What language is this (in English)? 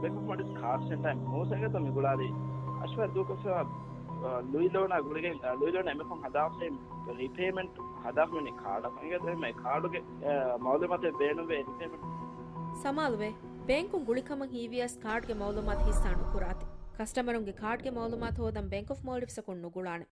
Divehi